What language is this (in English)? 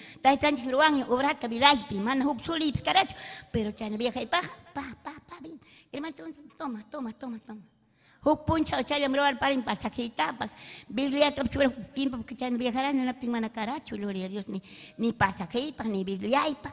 Ayacucho Quechua